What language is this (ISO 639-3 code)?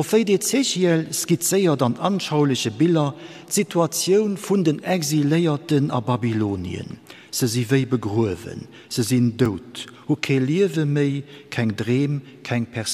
ltz